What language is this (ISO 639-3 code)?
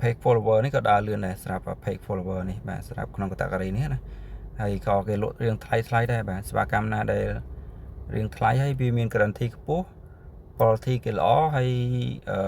khm